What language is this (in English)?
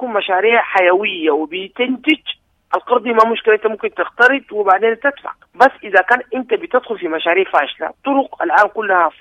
Sudanese Arabic